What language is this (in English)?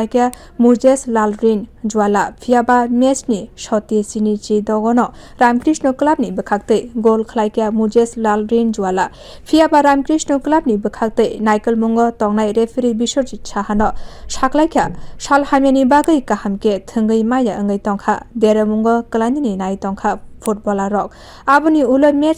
Kok Borok